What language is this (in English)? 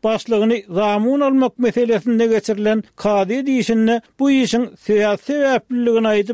Turkmen